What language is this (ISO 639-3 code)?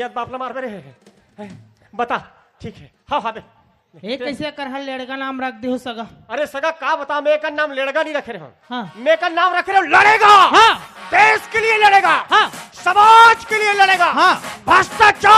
hne